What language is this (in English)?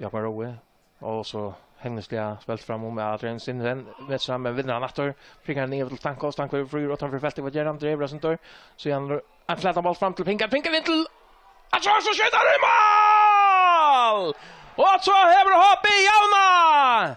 Faroese